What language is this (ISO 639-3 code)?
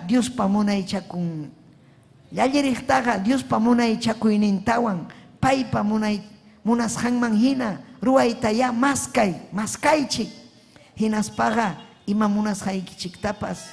quy